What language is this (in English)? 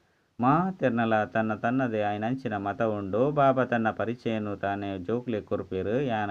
Tulu